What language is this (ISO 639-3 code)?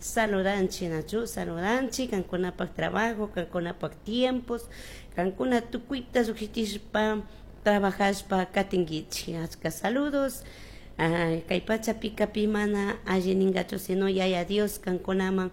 qug